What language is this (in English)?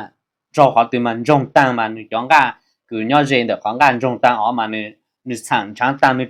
Hmong